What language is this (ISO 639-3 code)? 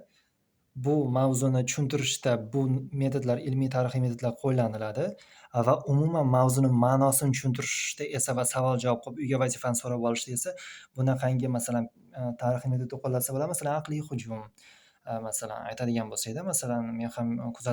uzb